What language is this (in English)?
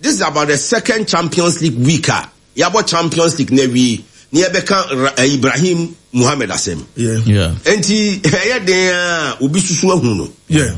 Akan